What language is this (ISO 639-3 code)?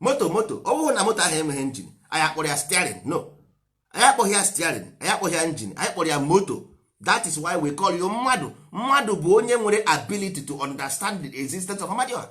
ibo